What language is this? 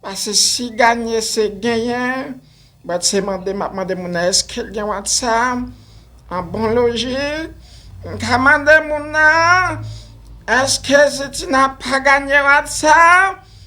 Haitian Creole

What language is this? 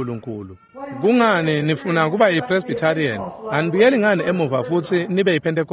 Swati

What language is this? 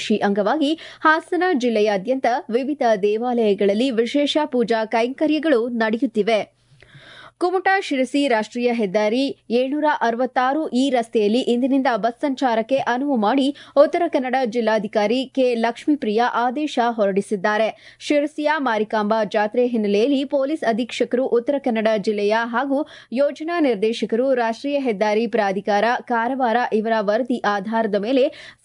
Kannada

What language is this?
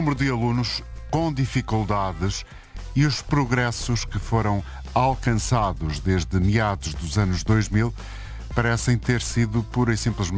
Portuguese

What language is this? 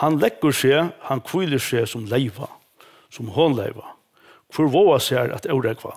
Faroese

